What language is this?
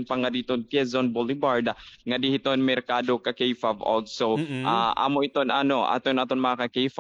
Waray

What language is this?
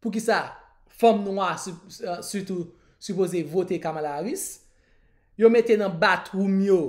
Haitian Creole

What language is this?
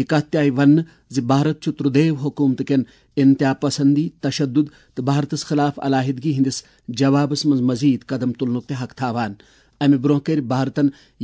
Kashmiri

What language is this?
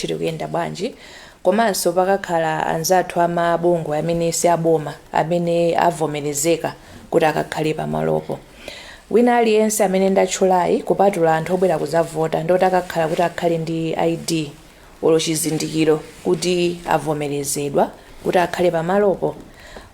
Nyanja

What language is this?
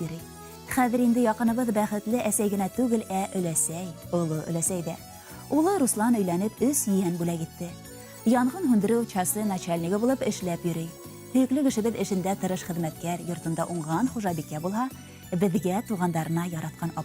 Bashkir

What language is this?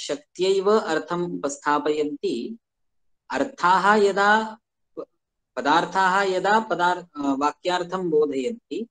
Sanskrit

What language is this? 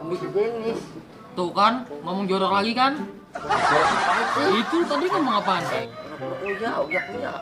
Betawi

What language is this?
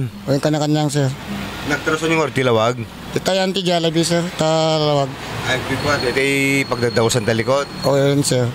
Iloko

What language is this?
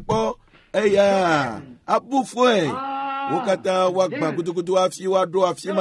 Ewe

